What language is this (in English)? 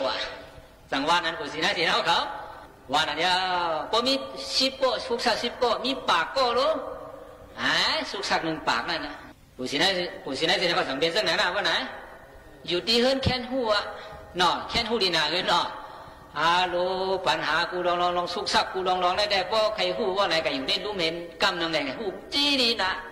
Shan